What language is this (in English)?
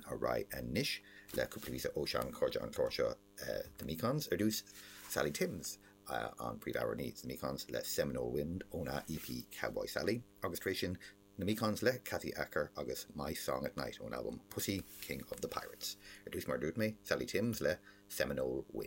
Irish